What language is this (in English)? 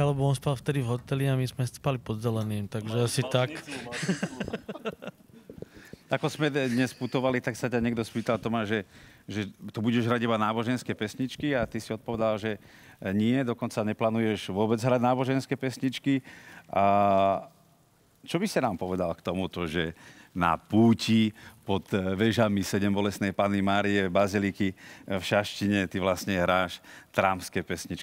Slovak